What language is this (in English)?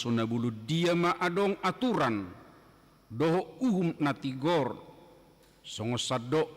Batak Toba